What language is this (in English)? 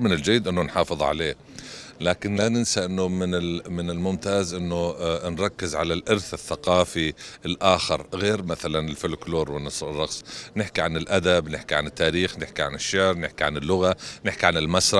North Levantine Arabic